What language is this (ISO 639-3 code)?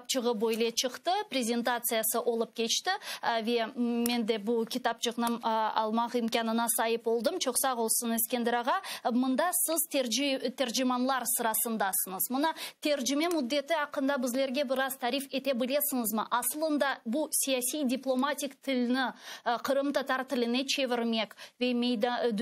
crh